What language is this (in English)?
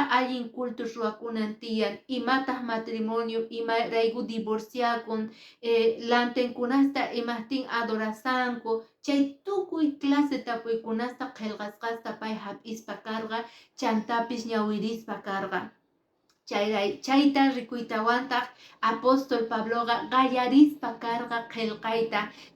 Quechua